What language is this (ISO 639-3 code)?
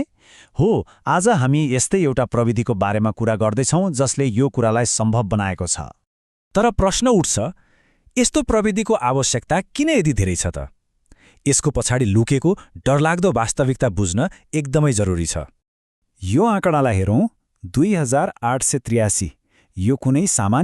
nep